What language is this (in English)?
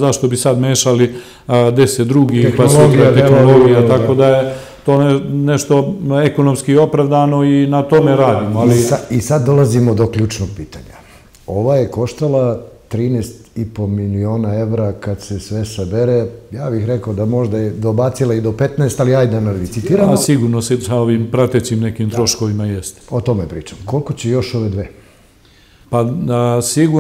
Serbian